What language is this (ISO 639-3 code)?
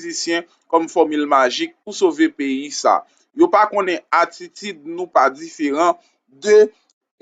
hat